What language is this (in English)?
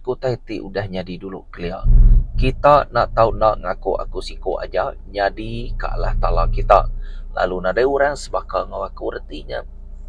Iban